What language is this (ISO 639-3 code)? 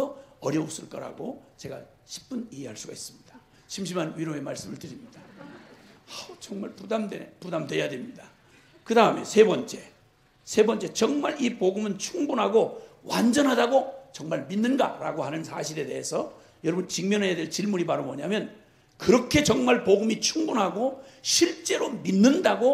kor